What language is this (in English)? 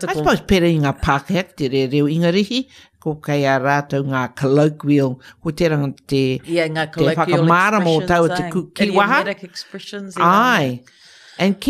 Māori